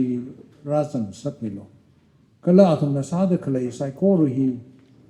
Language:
Tangkhul Naga (India)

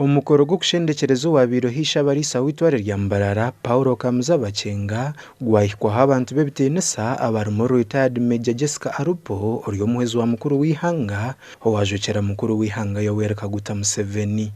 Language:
Nyankole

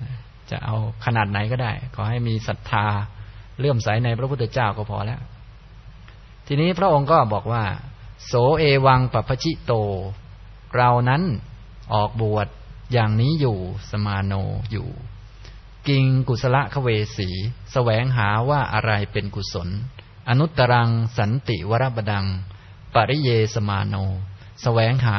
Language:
Thai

